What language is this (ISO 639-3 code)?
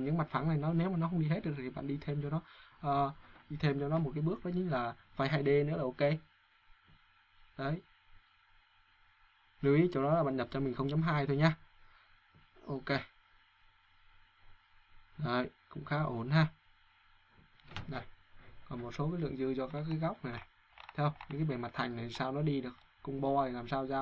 vie